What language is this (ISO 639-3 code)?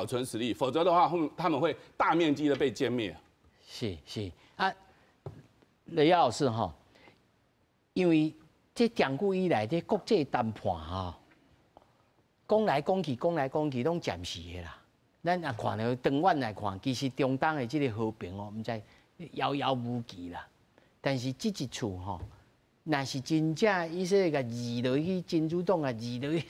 nan